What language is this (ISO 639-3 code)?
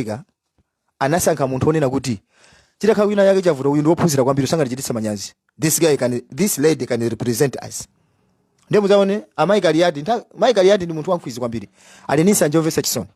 nya